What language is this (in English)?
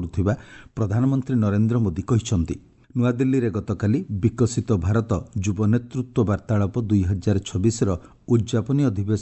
Odia